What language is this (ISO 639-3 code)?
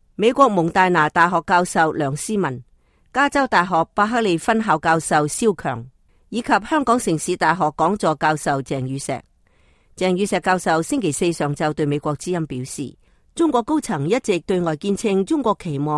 yue